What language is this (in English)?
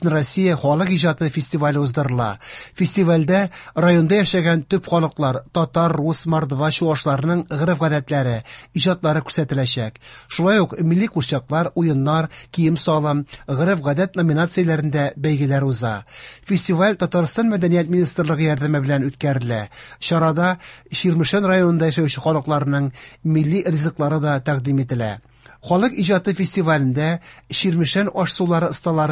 Tatar